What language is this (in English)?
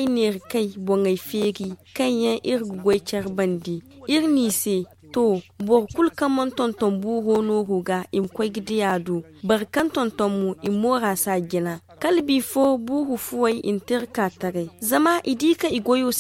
Zarma